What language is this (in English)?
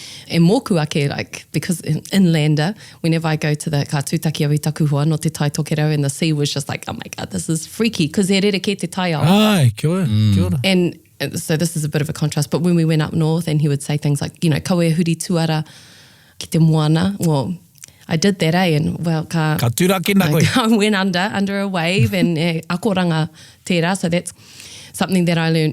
Māori